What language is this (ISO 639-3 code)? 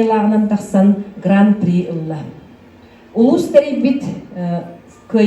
sah